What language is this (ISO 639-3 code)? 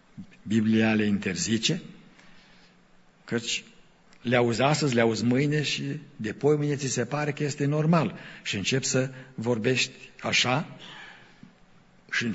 ron